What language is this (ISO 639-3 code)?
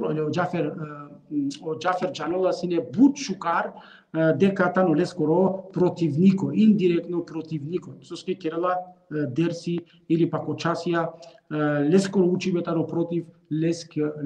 rmn